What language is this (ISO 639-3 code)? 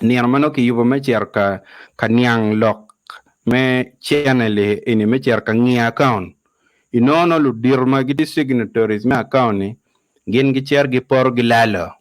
ach